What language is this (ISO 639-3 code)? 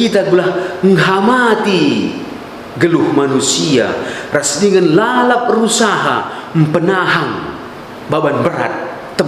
btx